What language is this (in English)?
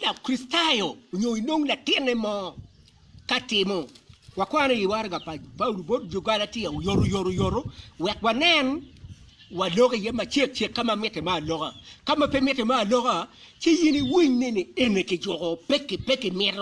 Acoli